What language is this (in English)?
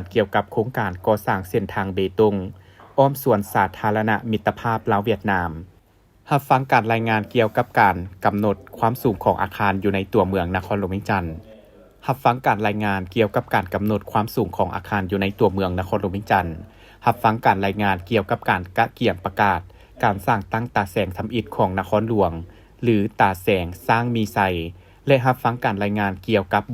Lao